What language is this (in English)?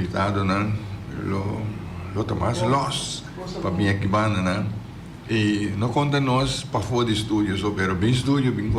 Papiamento